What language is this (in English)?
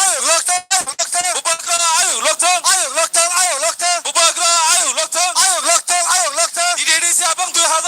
Kok Borok